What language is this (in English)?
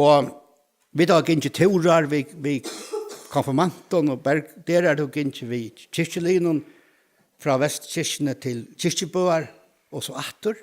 Faroese